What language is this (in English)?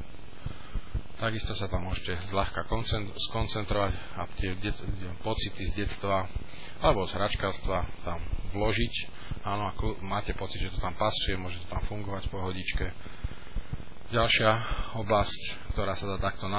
Slovak